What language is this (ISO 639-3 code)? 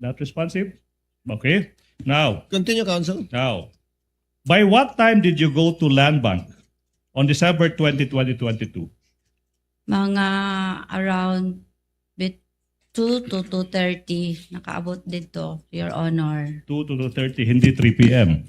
war